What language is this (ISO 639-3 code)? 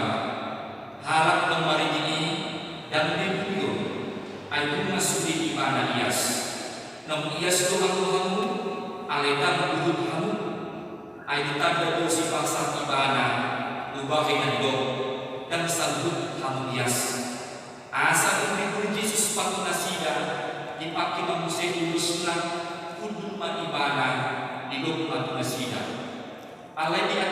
bbc